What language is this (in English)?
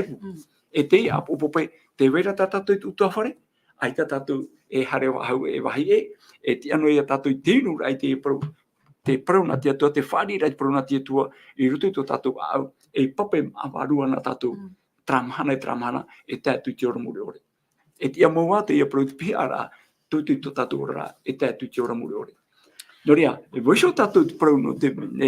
Tahitian